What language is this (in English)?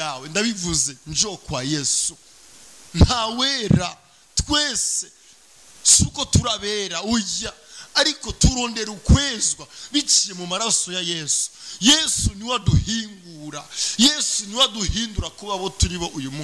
Rundi